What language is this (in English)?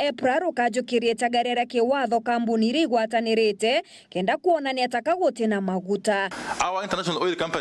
Meru